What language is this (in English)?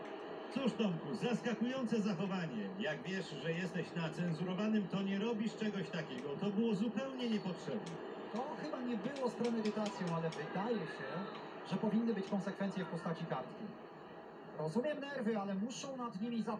Polish